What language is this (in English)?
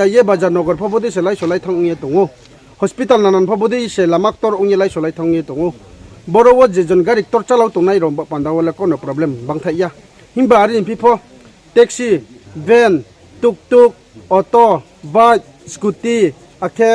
Riang (India)